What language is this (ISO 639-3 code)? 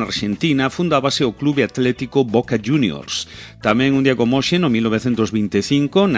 glg